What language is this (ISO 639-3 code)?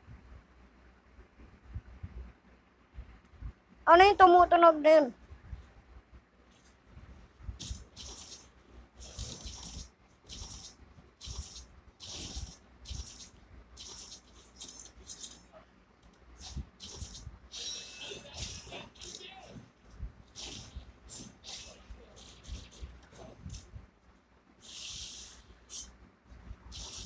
fil